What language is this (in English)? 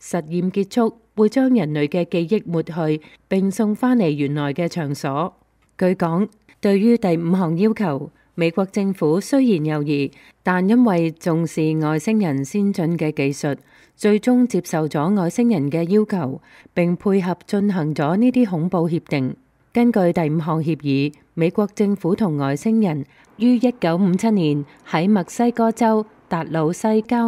Cantonese